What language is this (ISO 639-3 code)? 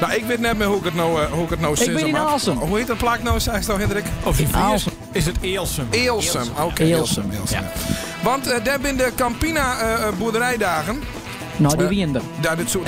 fry